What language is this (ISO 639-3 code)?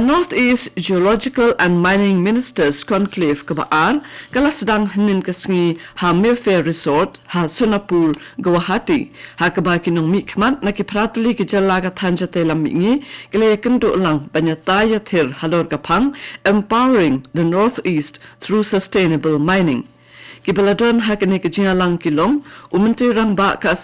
kha